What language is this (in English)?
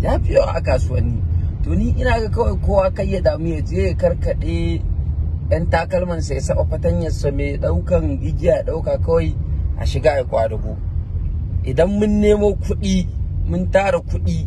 Hausa